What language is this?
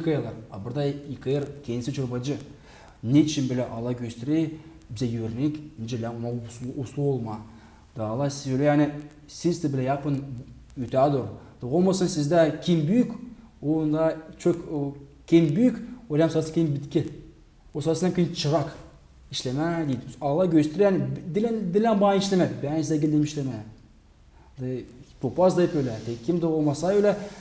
Gagauz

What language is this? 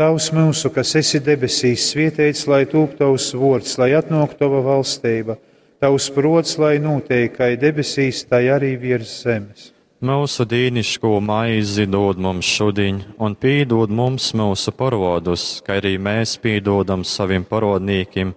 Latgalian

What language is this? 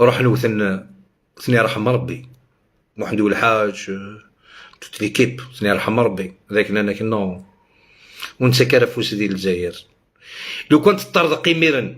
Algerian Arabic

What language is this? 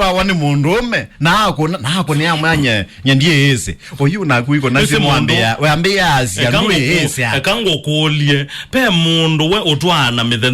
Kamba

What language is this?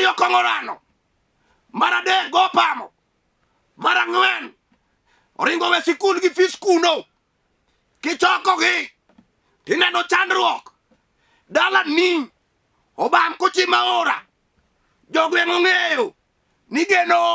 Luo (Kenya and Tanzania)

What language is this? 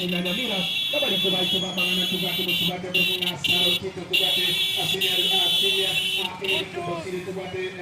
Gusii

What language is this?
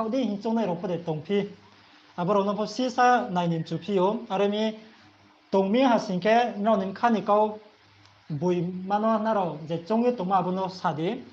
Riang (India)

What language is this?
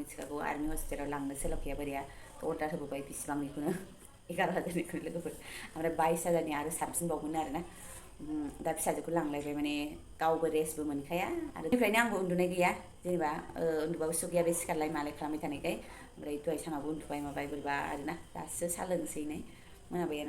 Bodo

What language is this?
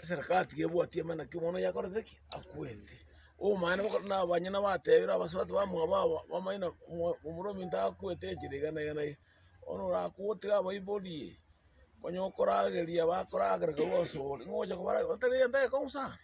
Gusii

